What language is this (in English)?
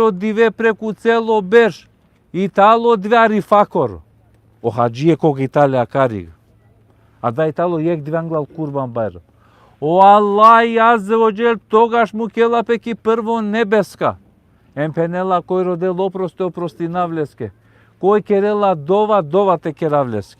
Balkan Romani